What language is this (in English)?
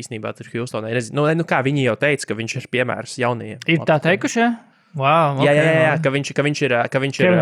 Latvian